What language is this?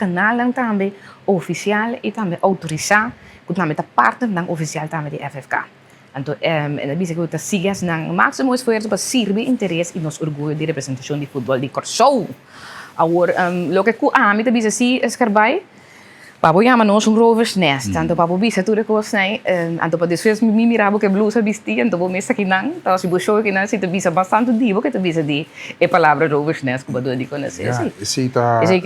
Papiamento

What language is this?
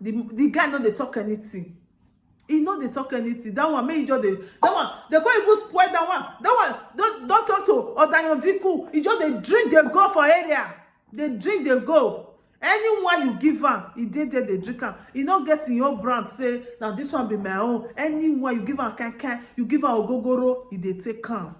Nigerian Pidgin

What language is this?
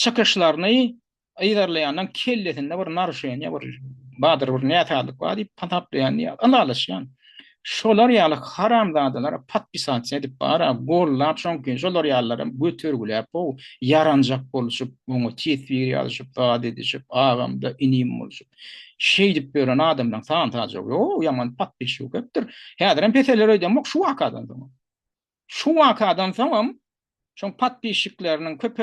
Turkmen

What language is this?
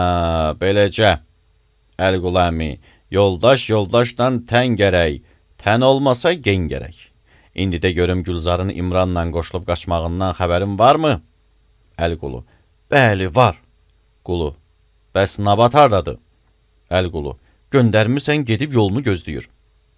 Azerbaijani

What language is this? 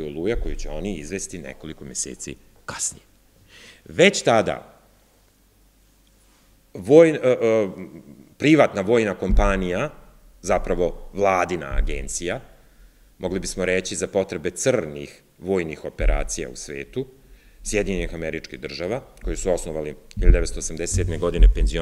Serbian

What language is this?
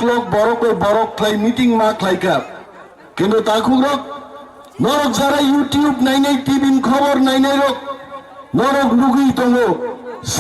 Kok Borok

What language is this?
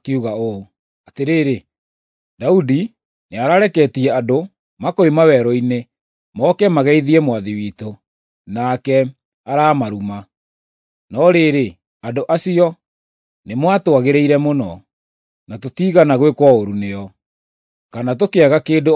Kikuyu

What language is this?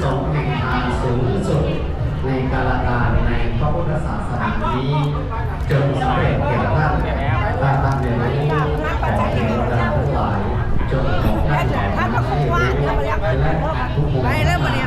Lao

